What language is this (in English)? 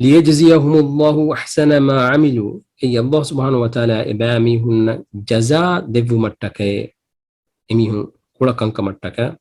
Divehi